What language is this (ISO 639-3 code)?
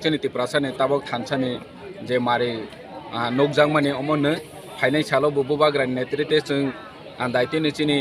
trp